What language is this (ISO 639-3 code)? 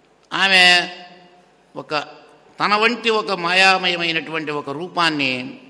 tel